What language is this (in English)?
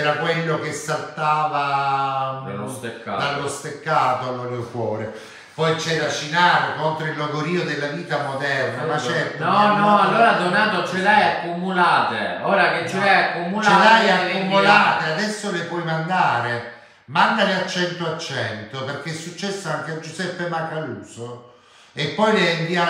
Italian